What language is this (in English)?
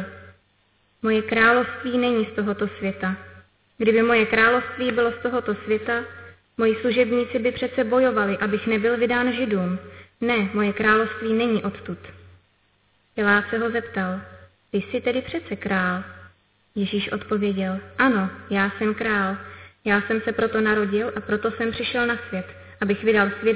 Czech